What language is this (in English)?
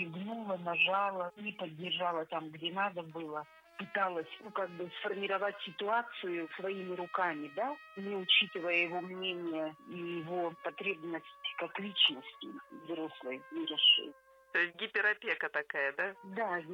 Russian